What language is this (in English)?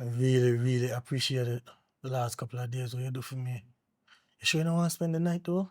Jamaican Creole English